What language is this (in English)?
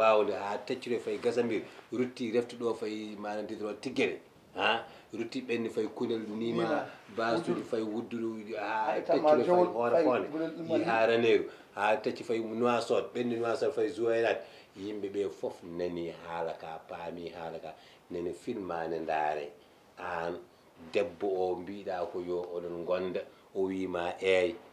Fula